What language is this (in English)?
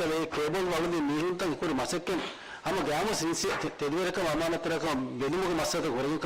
Divehi